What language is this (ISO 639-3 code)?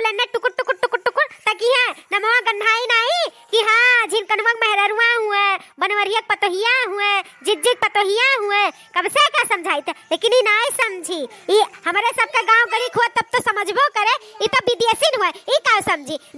awa